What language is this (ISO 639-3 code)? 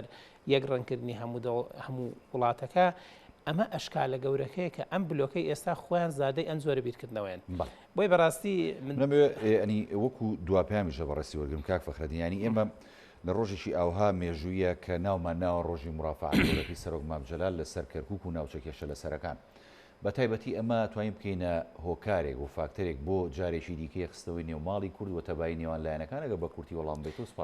ckb